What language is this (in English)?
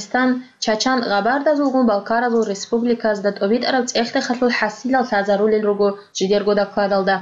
Avaric